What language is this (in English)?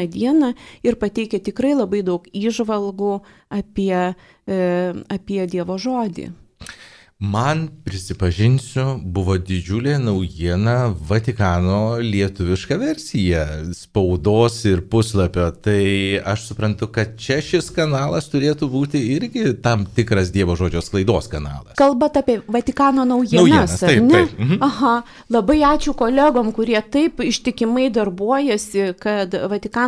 Lithuanian